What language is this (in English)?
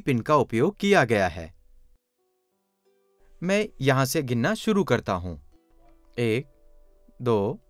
Hindi